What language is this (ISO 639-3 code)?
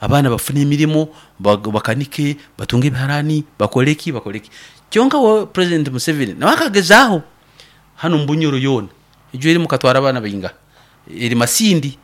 nyn